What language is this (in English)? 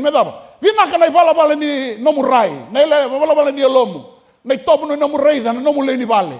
Fijian